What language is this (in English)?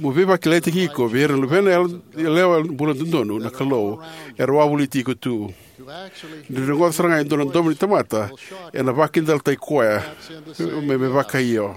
Fijian